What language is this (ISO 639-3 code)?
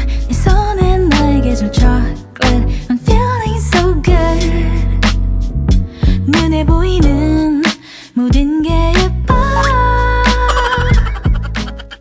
fil